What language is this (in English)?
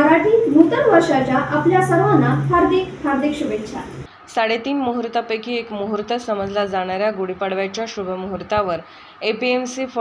Marathi